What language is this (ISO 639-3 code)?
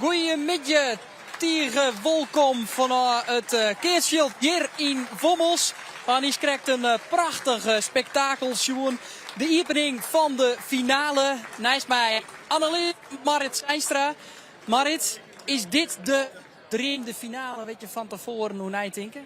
fry